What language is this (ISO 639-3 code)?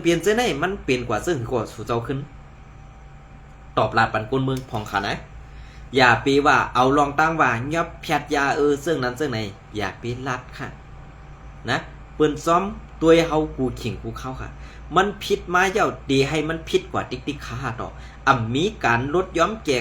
shn